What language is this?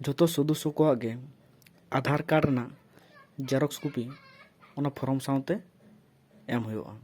Santali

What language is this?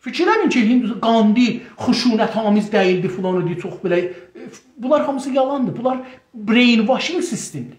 South Azerbaijani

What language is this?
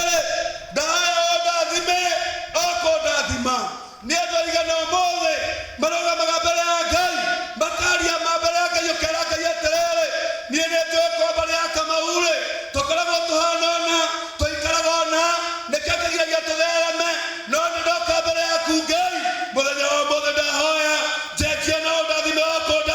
Kikuyu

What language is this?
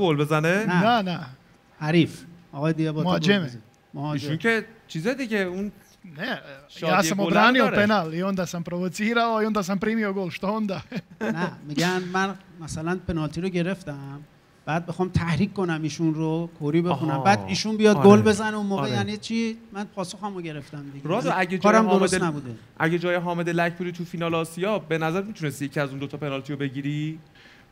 Persian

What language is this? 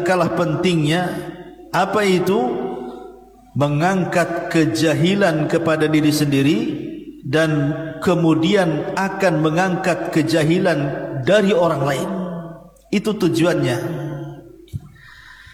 Malay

